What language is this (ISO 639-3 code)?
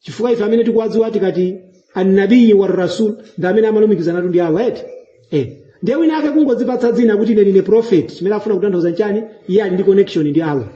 nya